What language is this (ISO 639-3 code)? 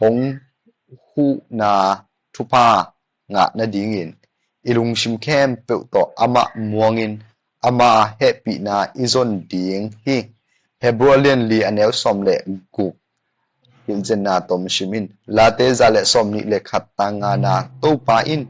ctd